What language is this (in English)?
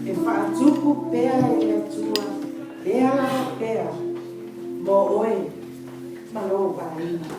Samoan